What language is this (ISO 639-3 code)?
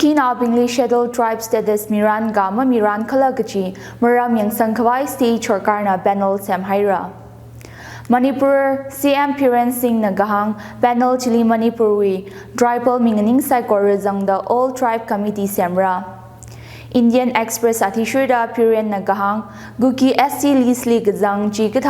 nmf